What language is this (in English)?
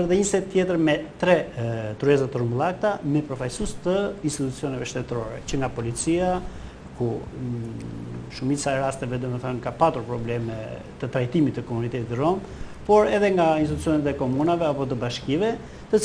Albanian